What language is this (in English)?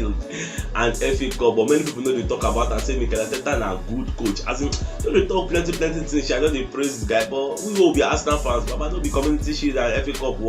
Nigerian Pidgin